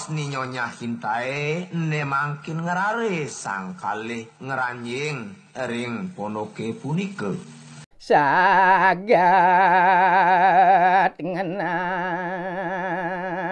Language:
Balinese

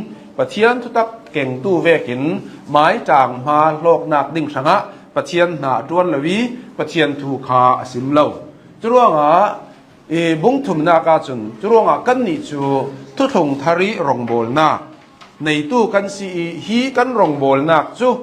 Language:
Hakha Chin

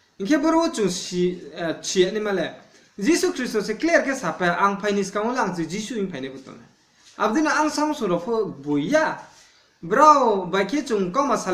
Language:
Riang (India)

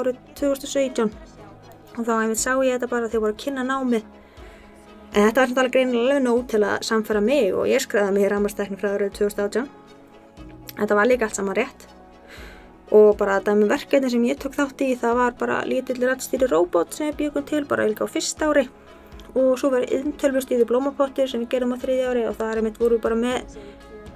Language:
Icelandic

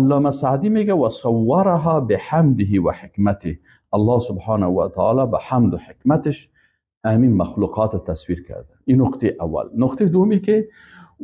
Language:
Persian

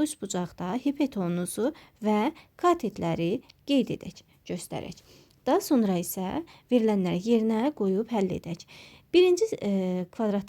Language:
Azerbaijani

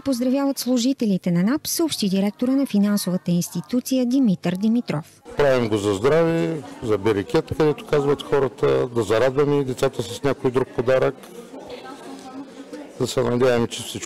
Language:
Bulgarian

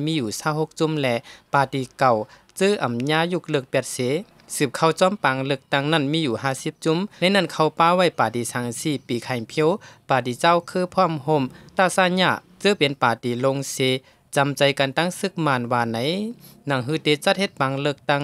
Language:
Shan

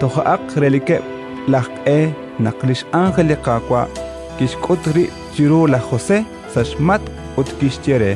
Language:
Kekchí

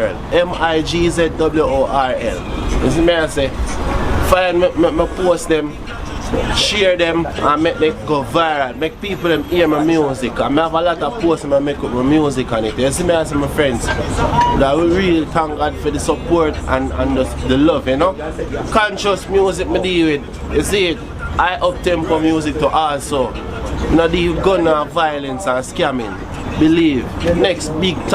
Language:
Jamaican Creole English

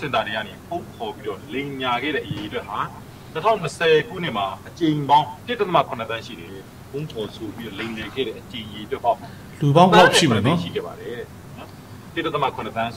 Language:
Burmese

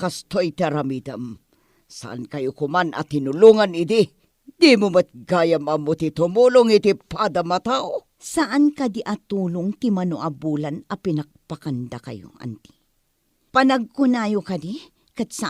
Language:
Iloko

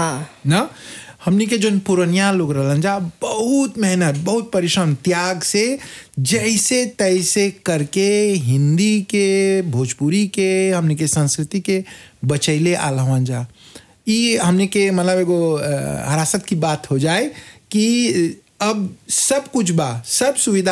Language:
Bhojpuri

